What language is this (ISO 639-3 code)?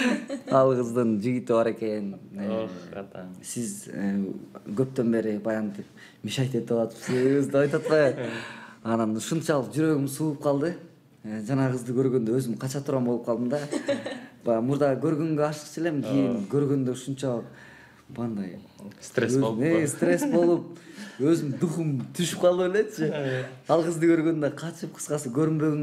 kir